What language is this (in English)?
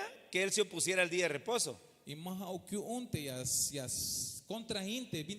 Tzeltal